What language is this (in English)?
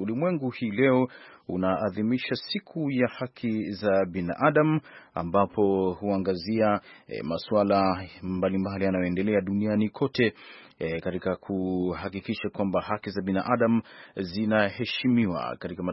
Swahili